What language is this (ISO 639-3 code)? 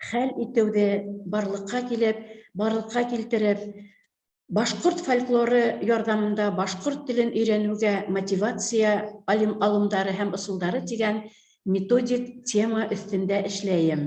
bak